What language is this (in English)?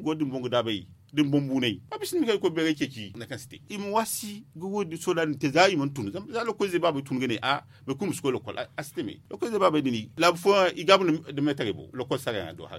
Zarma